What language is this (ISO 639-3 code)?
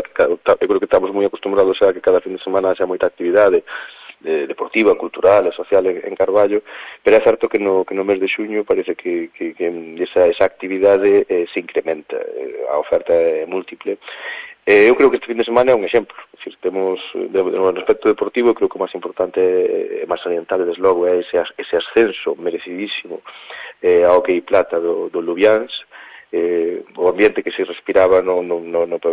glg